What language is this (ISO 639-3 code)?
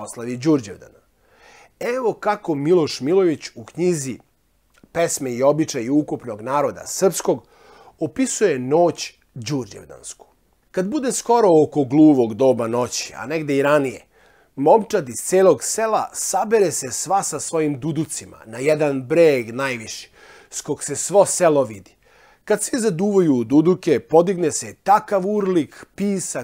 srp